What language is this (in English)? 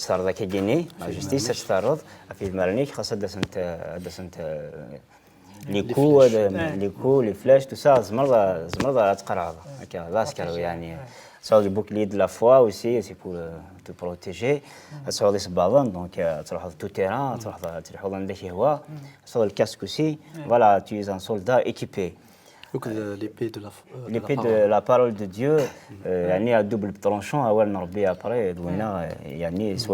Kabyle